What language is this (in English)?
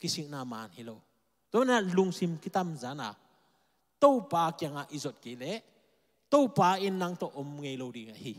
Tedim Chin